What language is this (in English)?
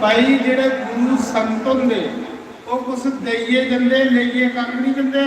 Dogri